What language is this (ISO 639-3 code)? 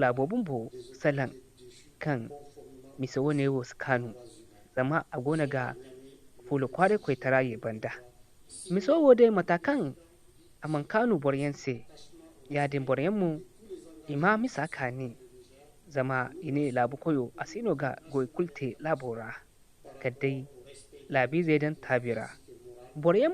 dje